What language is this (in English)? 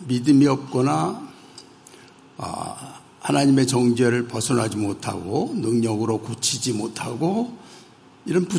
Korean